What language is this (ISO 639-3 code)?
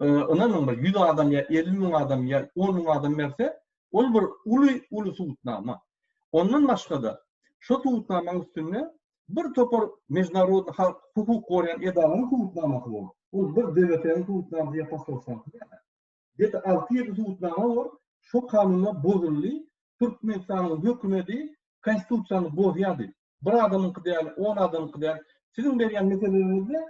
tuk